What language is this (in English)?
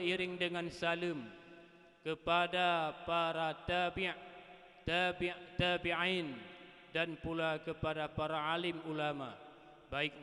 Achinese